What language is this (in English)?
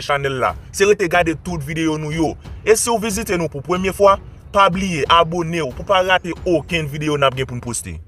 Haitian Creole